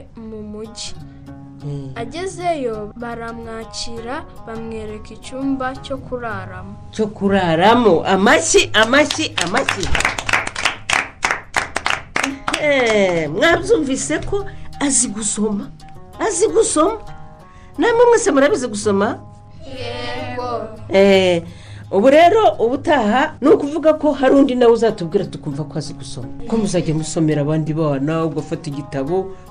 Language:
Kinyarwanda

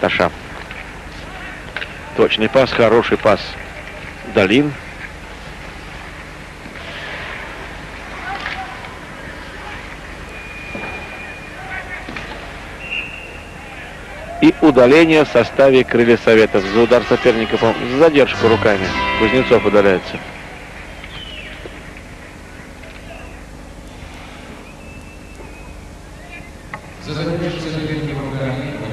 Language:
Russian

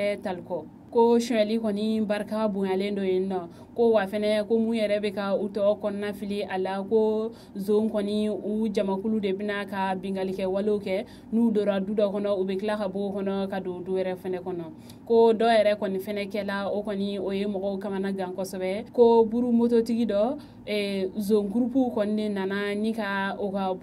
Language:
Bambara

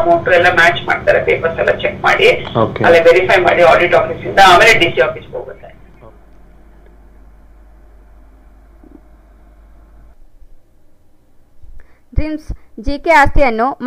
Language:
Kannada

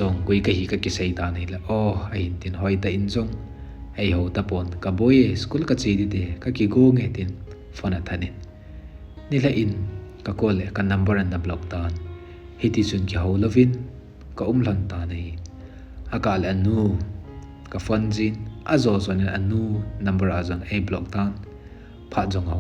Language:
Thado Chin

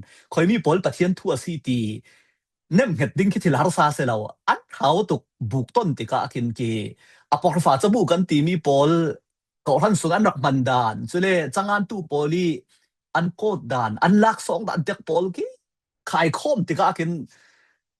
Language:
Falam Chin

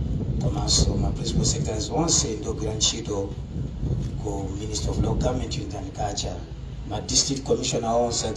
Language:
Nyanja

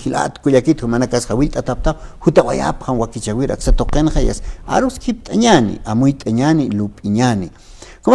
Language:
Aymara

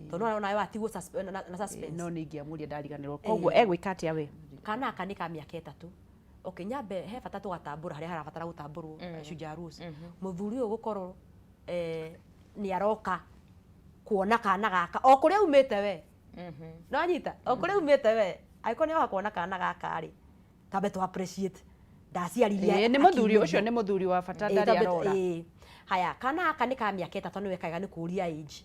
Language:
Kikuyu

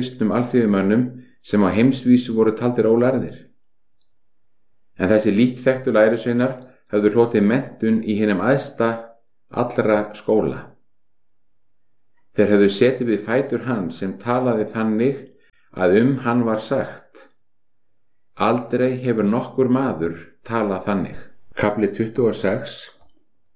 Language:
Icelandic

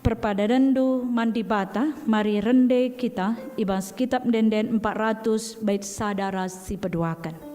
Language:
Batak Karo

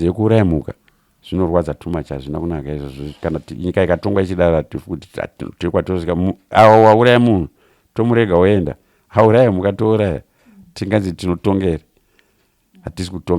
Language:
Shona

